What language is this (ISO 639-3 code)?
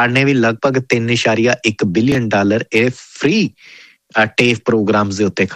pan